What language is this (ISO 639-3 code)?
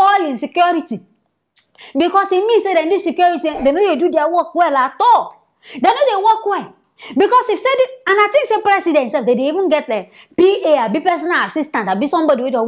pcm